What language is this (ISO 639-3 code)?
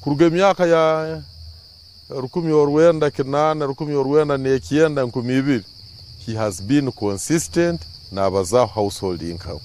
nyn